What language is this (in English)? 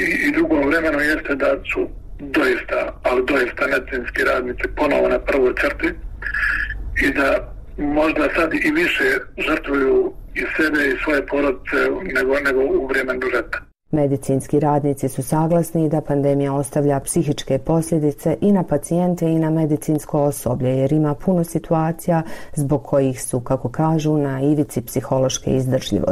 Bosnian